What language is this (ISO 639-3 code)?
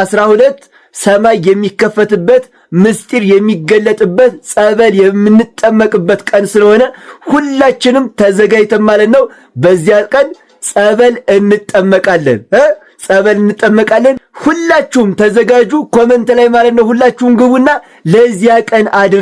amh